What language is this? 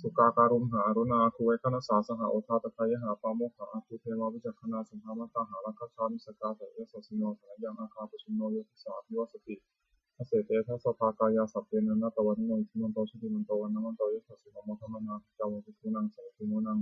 Pali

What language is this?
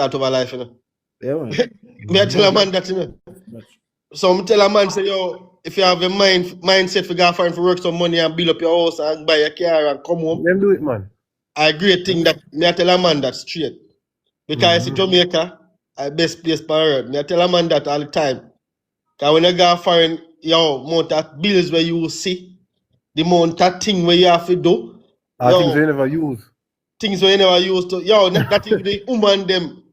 Jamaican Creole English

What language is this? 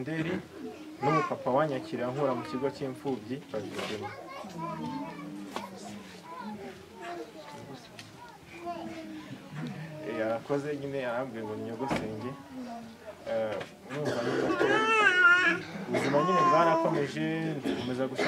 Kinyarwanda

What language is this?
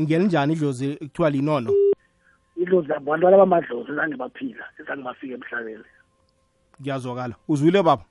South Ndebele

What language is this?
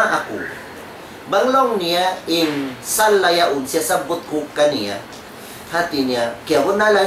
Tausug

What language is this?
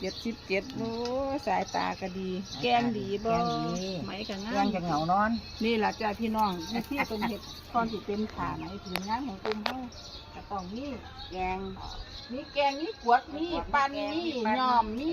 Northeastern Thai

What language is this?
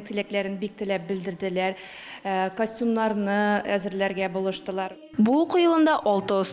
Tatar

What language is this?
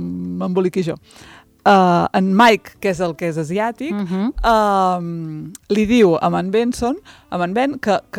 Catalan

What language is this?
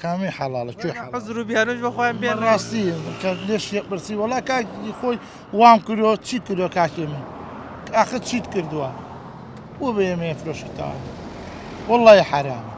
Central Kurdish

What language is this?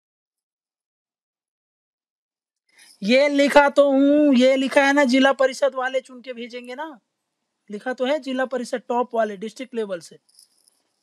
Hindi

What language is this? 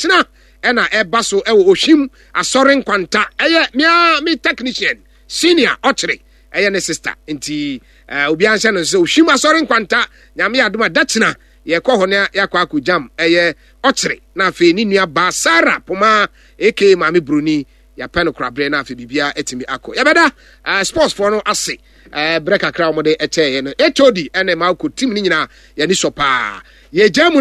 Akan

